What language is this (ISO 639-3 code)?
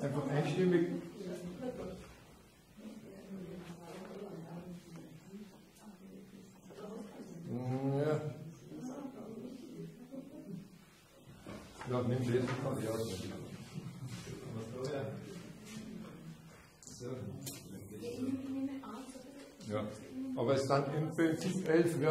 deu